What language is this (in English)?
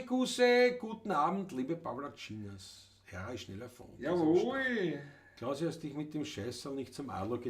Bavarian